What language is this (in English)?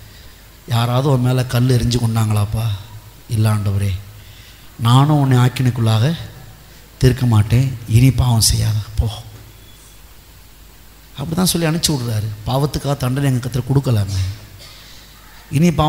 Tamil